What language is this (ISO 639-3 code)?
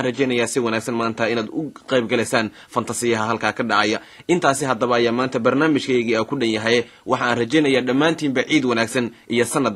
som